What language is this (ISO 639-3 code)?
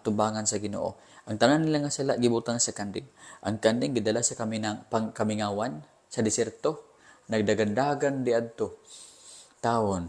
ceb